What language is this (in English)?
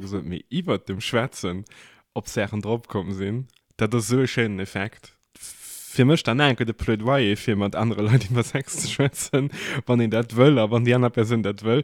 Luxembourgish